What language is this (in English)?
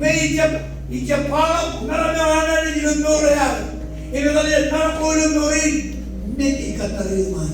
Marshallese